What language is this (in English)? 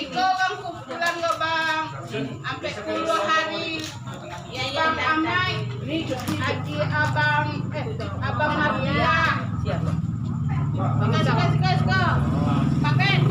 Minangkabau